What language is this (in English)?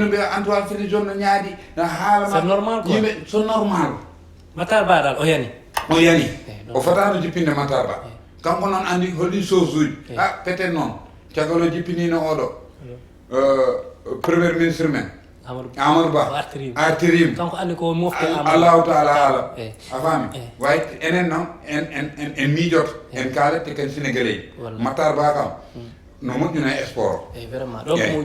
Fula